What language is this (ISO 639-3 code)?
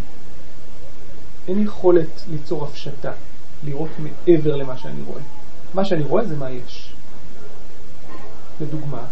heb